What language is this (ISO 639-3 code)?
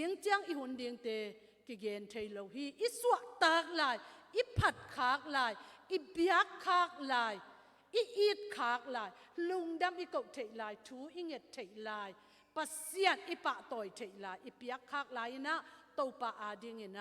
cnh